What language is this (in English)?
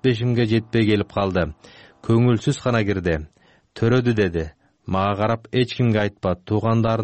Kyrgyz